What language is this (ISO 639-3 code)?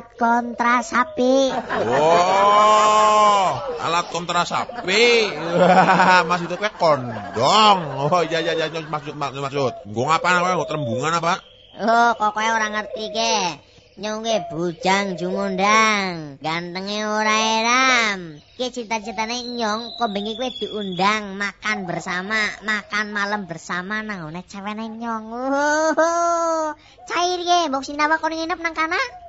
jav